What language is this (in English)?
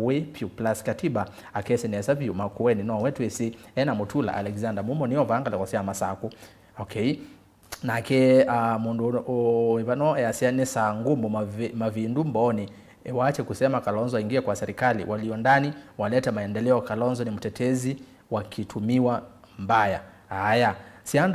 Kamba